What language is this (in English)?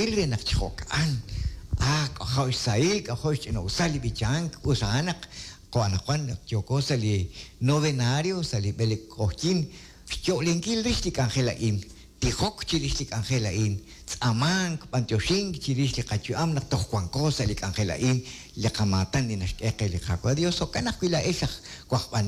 Kekchí